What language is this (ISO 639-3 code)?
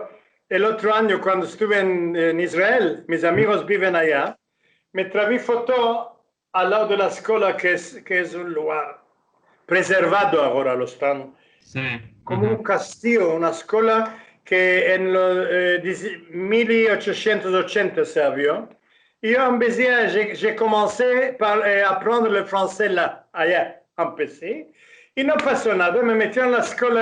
lad